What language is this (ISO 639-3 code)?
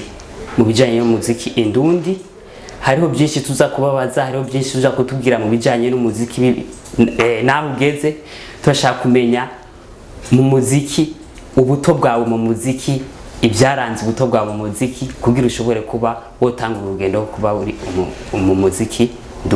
run